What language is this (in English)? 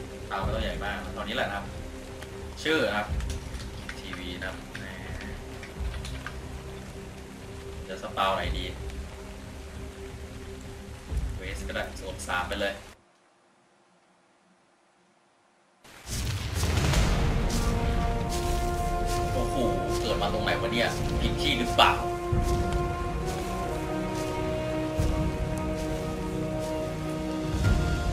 Thai